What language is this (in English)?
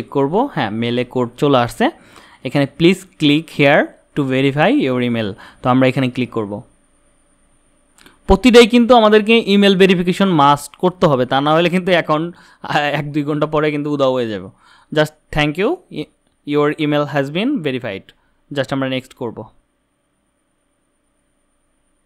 Bangla